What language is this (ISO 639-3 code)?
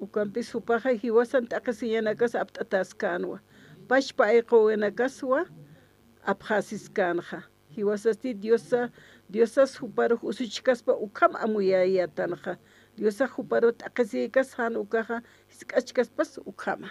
aym